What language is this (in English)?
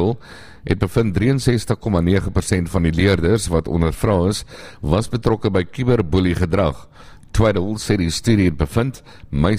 Afrikaans